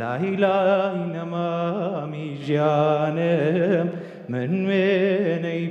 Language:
Central Kurdish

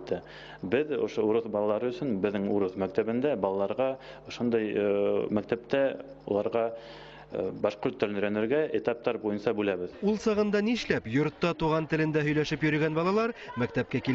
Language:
Bashkir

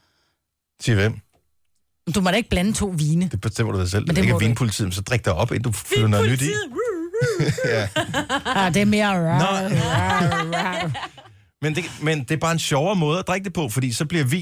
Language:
Danish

